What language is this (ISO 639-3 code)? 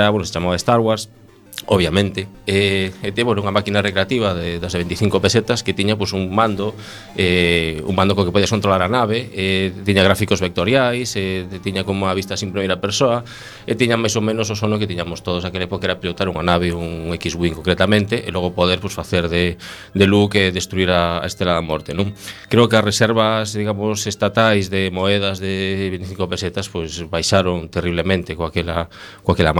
glg